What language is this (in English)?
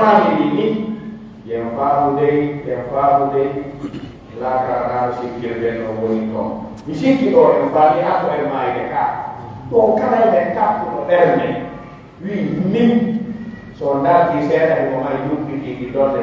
Pular